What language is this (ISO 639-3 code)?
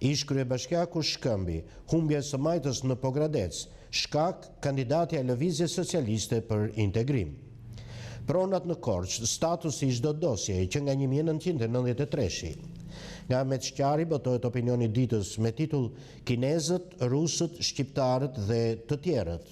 sqi